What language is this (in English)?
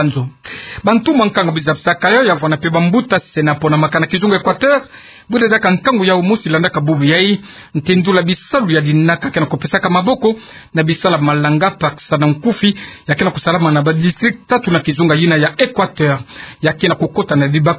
Kituba (Democratic Republic of Congo)